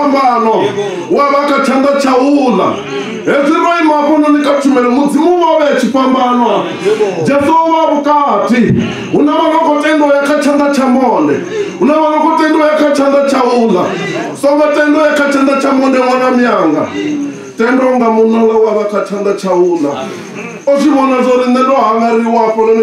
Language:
Venda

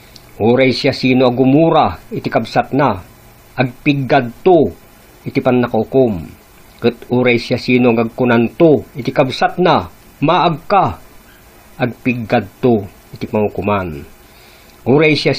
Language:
Iloko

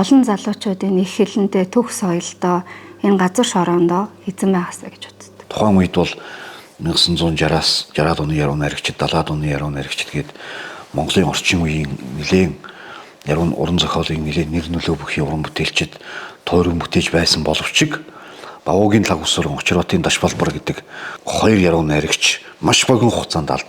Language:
Mongolian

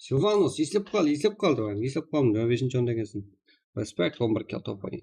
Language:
Kara-Kalpak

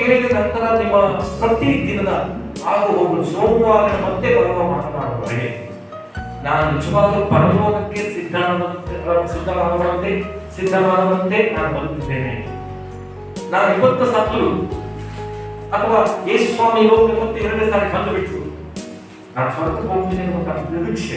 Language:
Kannada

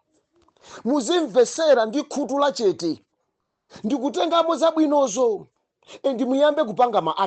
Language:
Nyanja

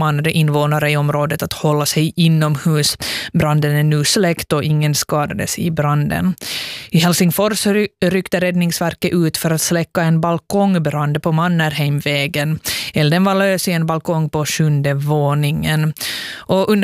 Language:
Swedish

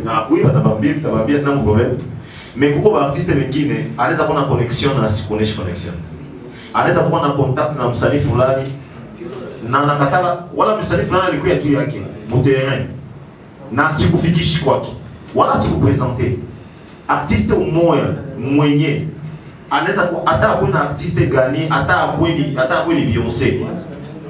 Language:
Swahili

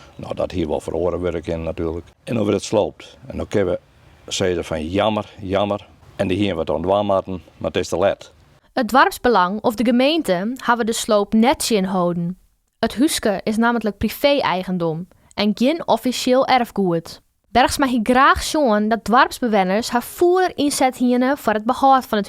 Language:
Western Frisian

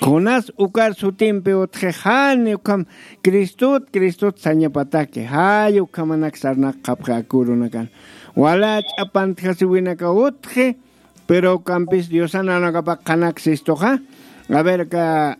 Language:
Aymara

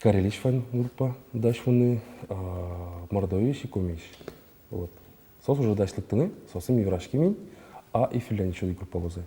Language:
Udmurt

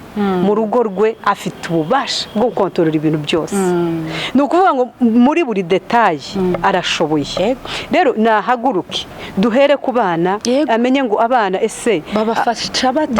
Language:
Kinyarwanda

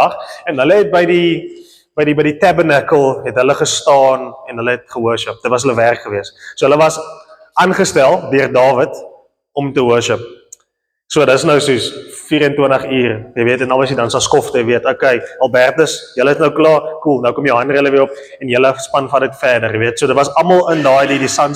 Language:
Afrikaans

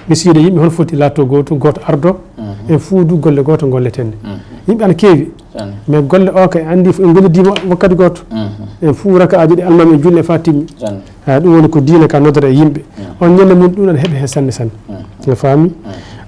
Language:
Fula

